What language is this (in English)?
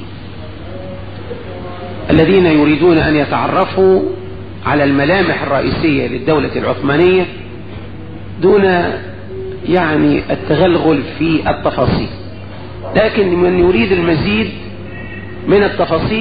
Arabic